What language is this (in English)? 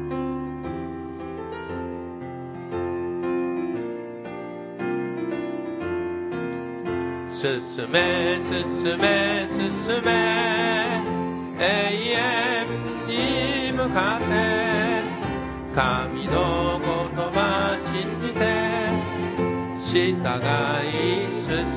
Japanese